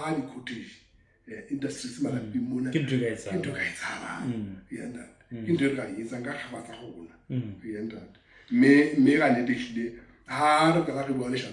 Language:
Southern Sotho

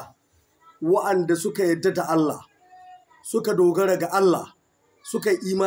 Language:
Hausa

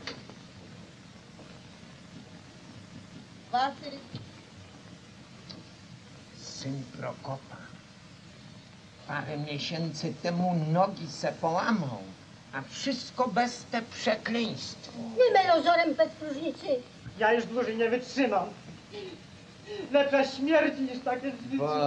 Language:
Polish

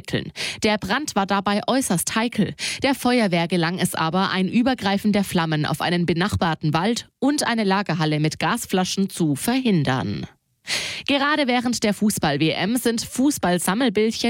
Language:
German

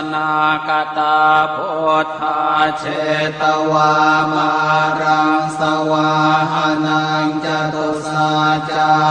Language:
Pali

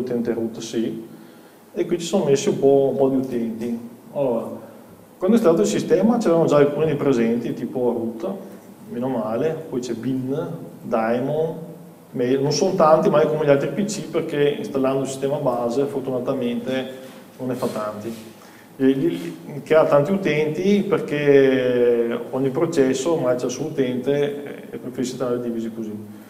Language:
Italian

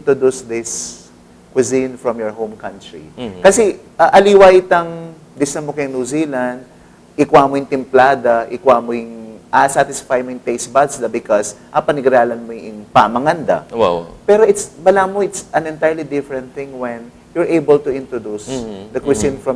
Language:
Pampanga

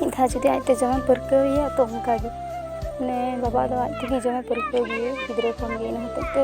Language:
Santali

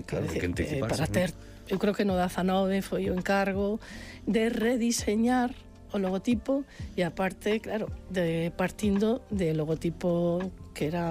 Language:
Galician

